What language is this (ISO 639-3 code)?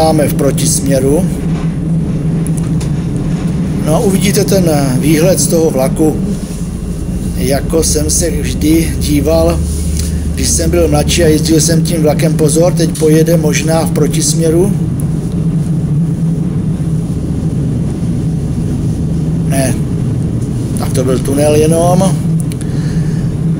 ces